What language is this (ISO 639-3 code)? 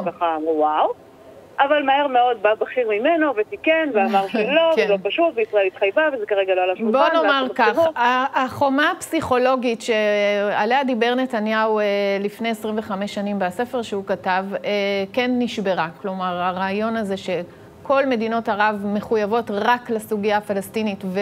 heb